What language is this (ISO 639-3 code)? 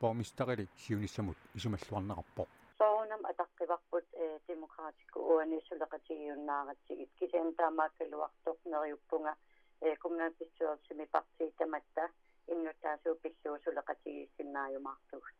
kal